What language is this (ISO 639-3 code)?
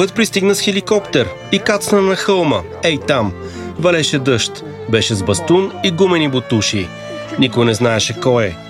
bul